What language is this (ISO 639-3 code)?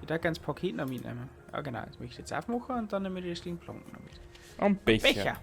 bar